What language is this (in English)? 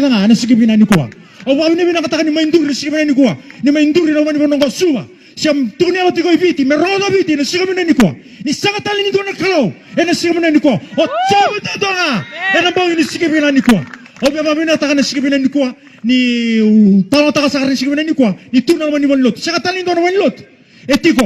Fijian